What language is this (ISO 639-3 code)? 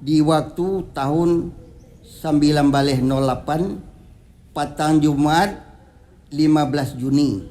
min